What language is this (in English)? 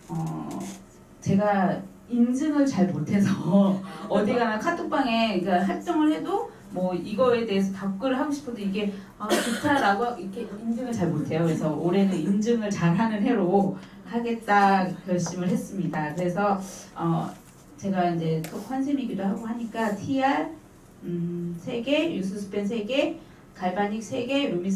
Korean